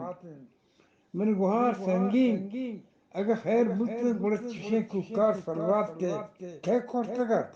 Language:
Eastern Balochi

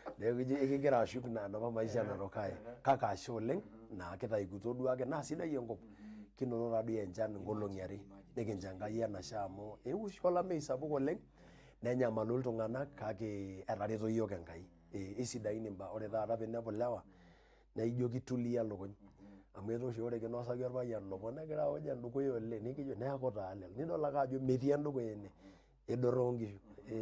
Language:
Masai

